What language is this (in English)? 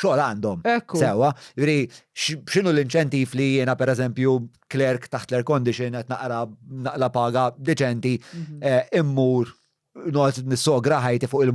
Maltese